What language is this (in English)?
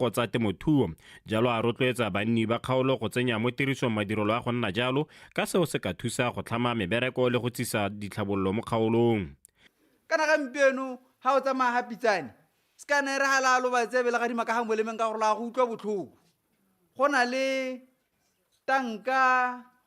Tswana